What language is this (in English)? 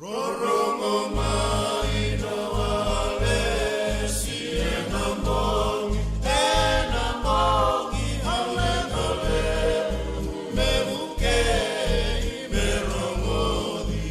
Fijian